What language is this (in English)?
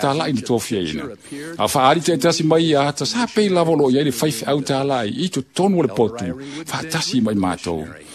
Samoan